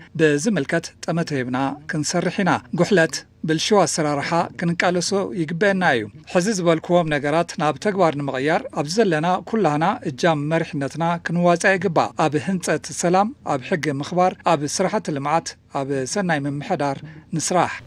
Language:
Tigrinya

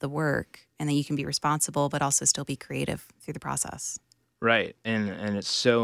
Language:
English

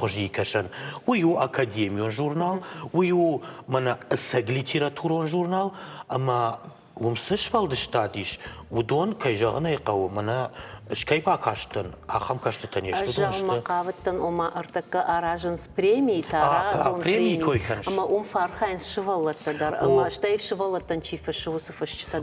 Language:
Ossetic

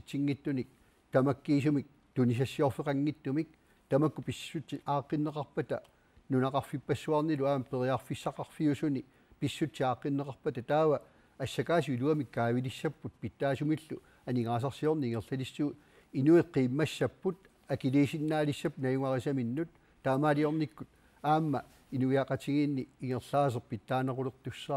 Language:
Kalaallisut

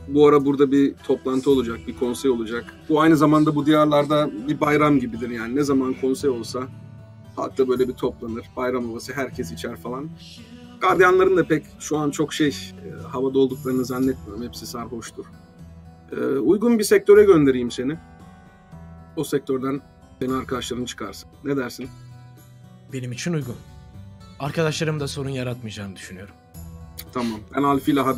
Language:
Turkish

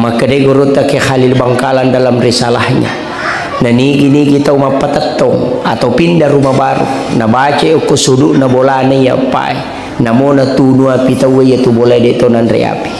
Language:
Buginese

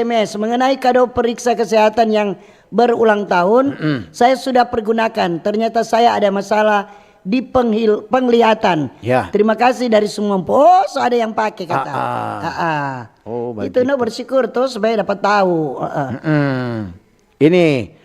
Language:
Manado Malay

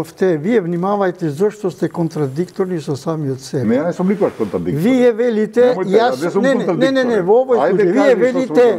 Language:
Macedonian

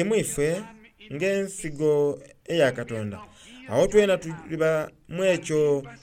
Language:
Soga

